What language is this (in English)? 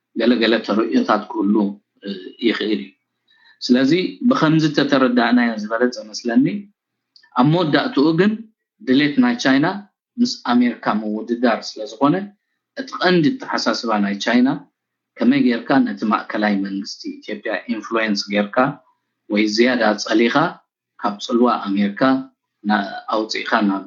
Tigrinya